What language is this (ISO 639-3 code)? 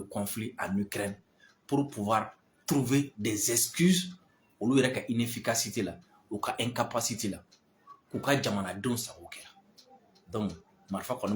bam